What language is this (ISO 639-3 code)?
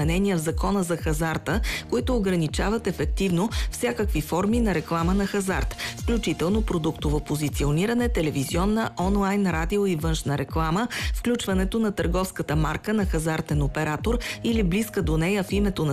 bul